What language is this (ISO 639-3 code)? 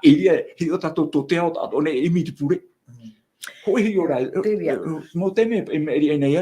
tah